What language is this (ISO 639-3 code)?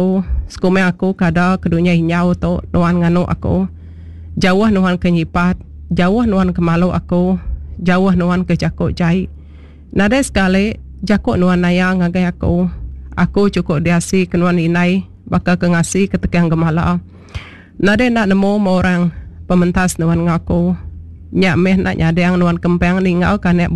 iba